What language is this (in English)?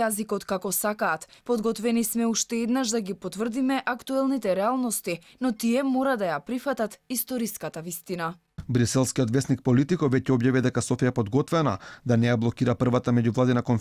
Macedonian